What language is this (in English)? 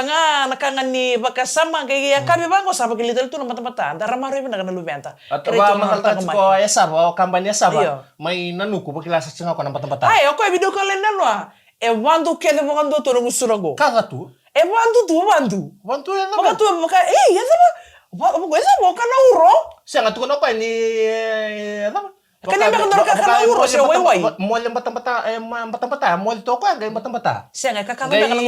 Fijian